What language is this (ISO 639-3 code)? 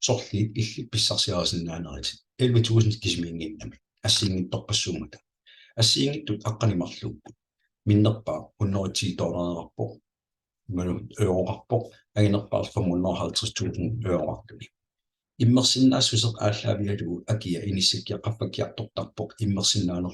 kal